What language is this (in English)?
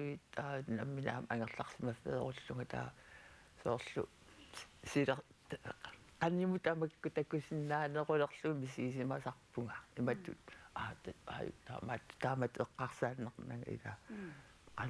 Kalaallisut